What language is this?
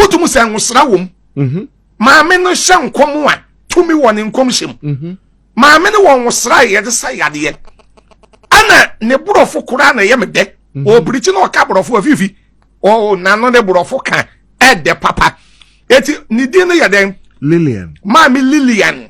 Akan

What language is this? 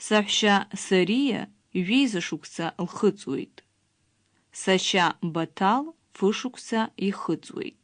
Abkhazian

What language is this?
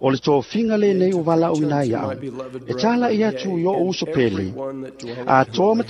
Samoan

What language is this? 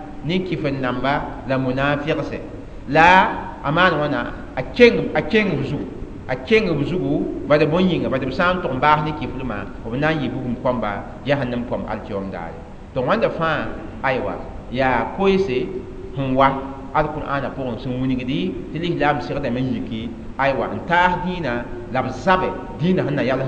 Mossi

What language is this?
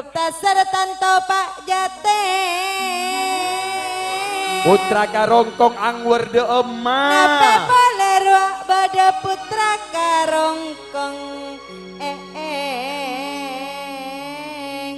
Madurese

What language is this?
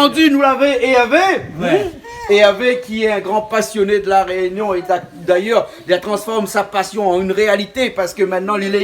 Réunion Creole French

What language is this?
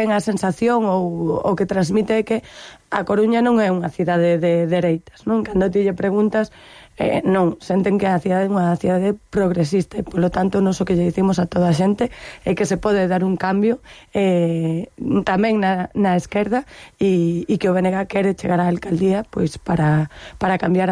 Galician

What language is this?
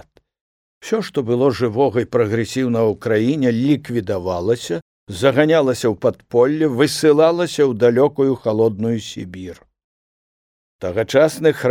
Belarusian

